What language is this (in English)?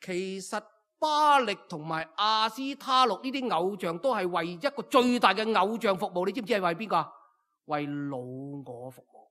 Cantonese